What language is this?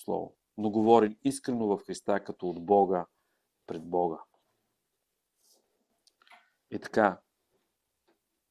Bulgarian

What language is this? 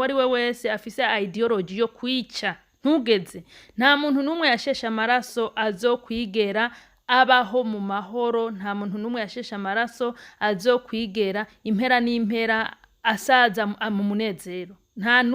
Rundi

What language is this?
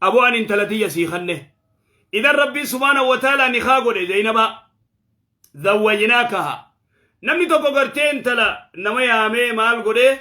Oromo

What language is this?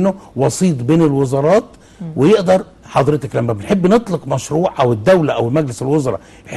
Egyptian Arabic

